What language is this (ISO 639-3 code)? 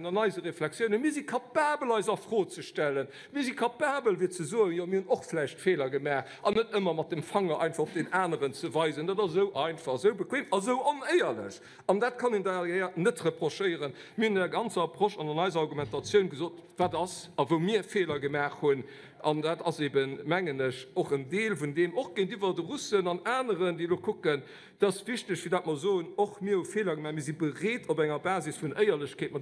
ltz